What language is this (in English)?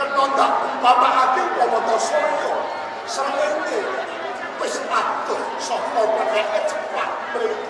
Javanese